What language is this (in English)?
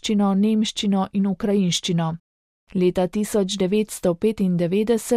Slovenian